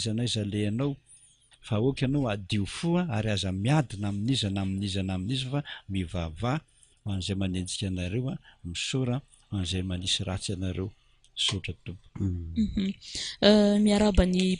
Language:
Malagasy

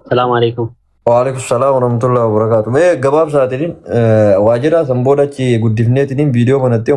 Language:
Oromo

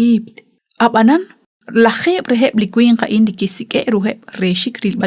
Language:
Kekchí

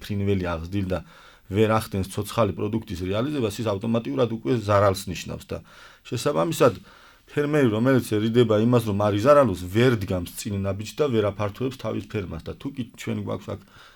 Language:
Georgian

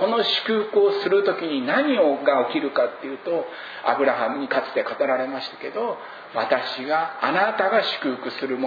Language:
Japanese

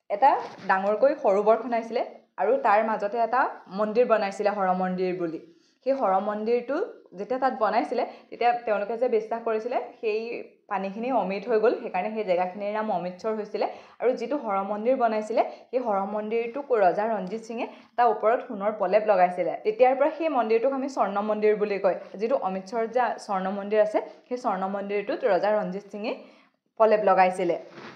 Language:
Assamese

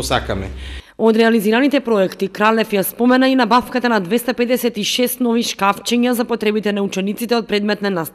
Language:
Macedonian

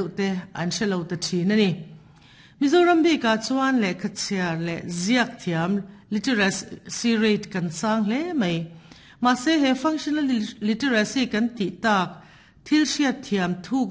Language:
Mizo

